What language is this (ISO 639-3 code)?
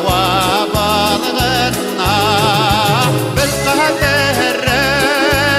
bak